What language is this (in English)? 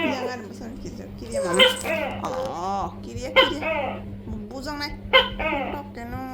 Kok Borok